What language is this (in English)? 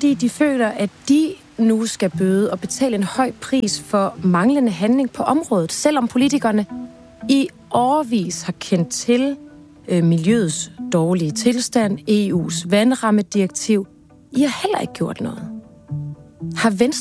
Danish